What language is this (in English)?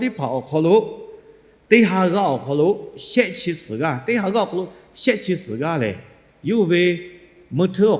Lahu